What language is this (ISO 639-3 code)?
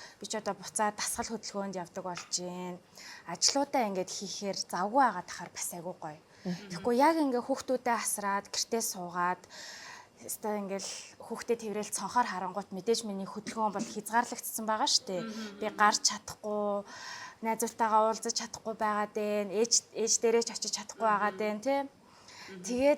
mon